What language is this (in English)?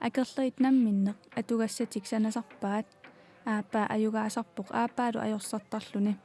Kalaallisut